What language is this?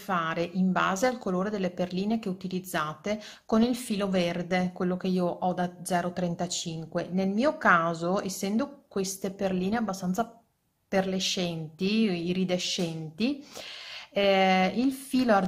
Italian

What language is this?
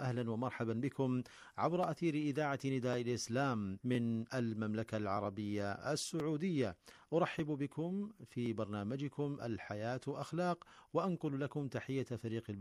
Arabic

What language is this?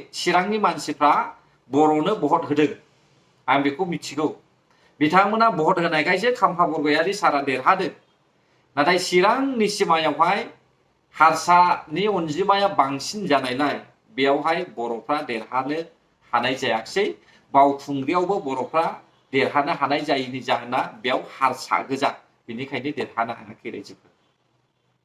Bodo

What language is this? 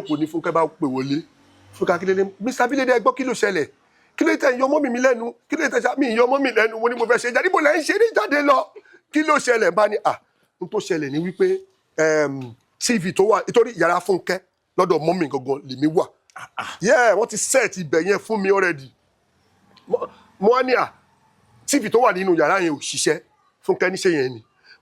Yoruba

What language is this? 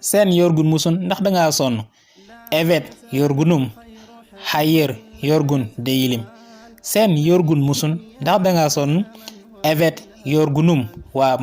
Wolof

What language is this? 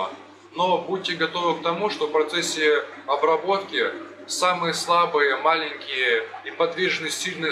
Russian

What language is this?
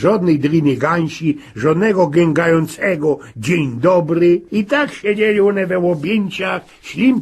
Silesian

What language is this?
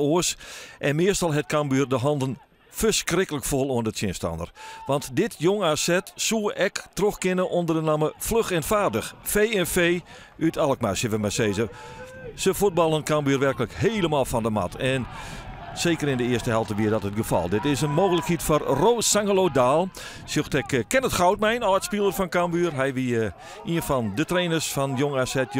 Western Frisian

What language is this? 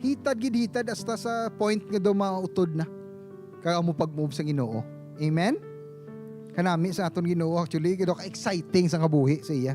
Hiligaynon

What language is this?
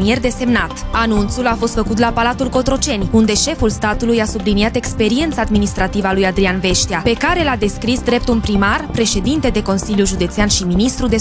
Romanian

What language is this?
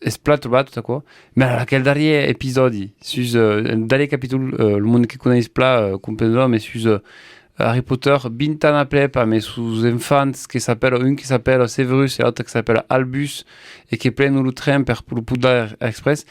Occitan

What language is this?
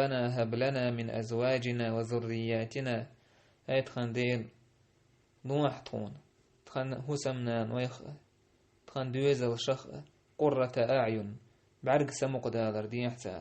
Chechen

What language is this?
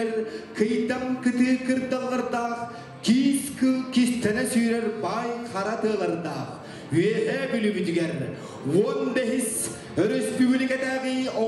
Yakut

